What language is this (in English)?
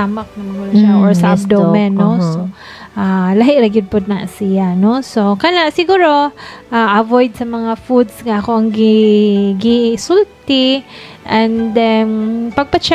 Cebuano